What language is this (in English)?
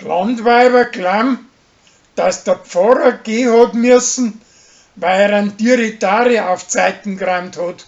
Bavarian